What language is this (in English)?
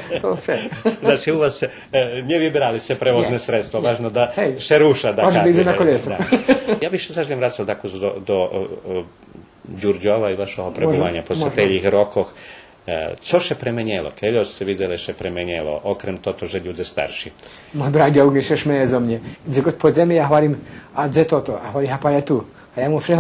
Rusyn